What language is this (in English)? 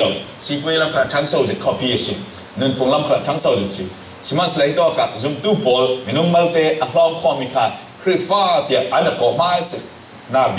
Falam Chin